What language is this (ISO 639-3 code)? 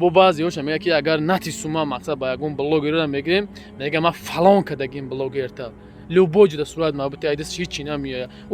tgk